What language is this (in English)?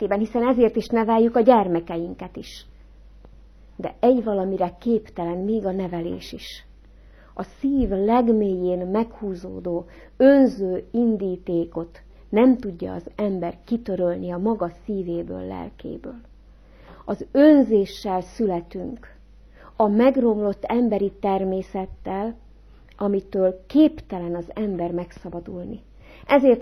Hungarian